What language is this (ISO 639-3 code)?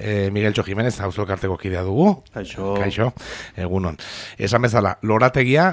eus